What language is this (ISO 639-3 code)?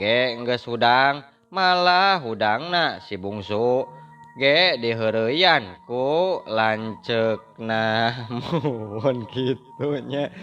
sun